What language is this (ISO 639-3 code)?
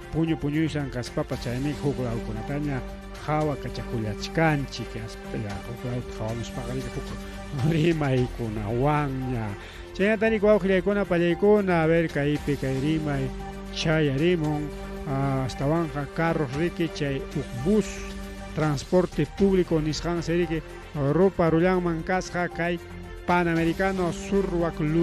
quy